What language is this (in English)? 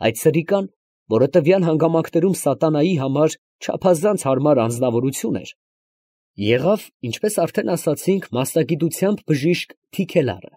Armenian